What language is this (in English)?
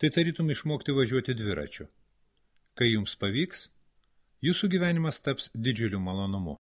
Lithuanian